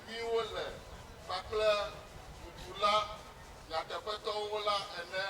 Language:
Ewe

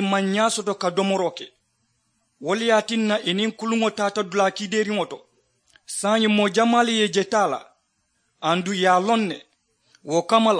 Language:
Mandingo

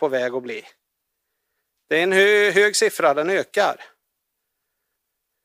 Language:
Swedish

